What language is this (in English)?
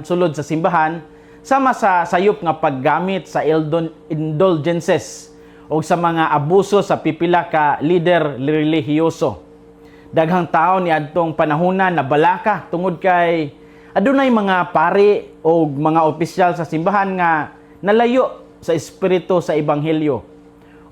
Cebuano